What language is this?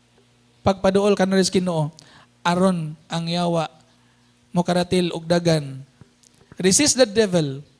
Cebuano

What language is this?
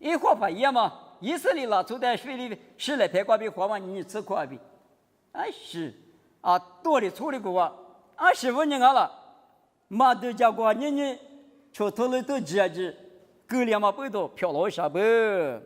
Lisu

